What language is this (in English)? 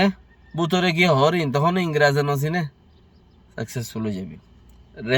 Rohingya